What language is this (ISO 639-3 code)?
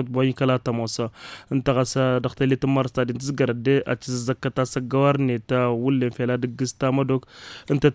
taq